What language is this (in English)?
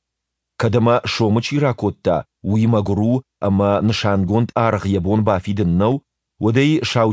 Ossetic